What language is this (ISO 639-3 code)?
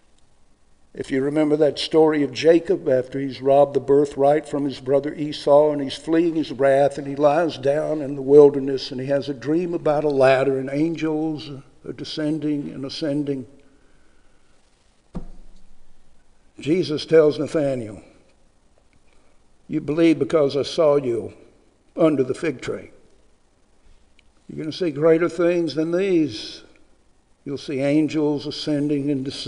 eng